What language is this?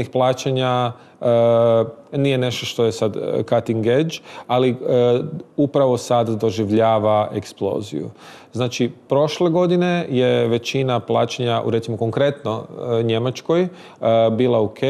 Croatian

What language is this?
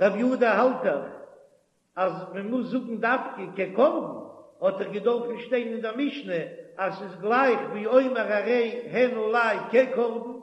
Yiddish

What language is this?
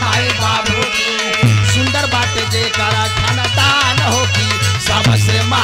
Bhojpuri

